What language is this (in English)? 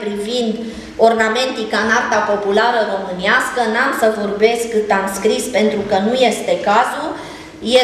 Romanian